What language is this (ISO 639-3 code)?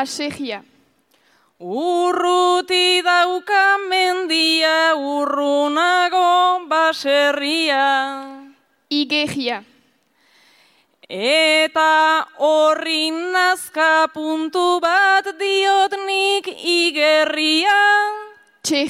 eus